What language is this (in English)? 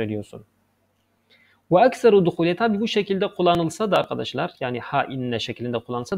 Turkish